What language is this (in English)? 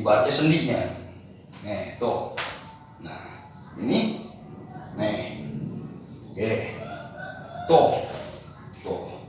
Betawi